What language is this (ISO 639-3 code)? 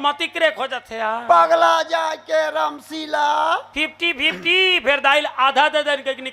hne